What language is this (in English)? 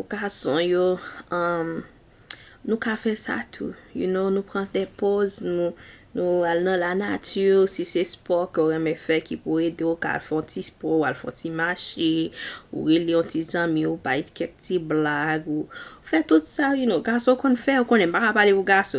Haitian Creole